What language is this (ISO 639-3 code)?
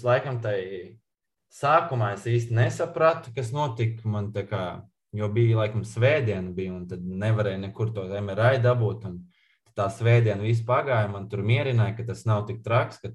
lav